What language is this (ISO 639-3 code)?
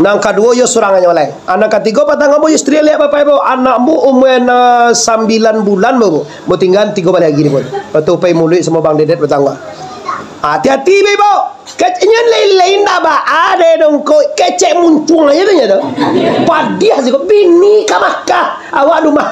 min